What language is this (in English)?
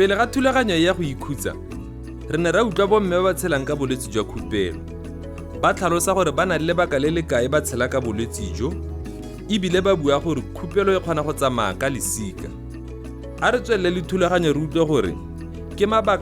Tswana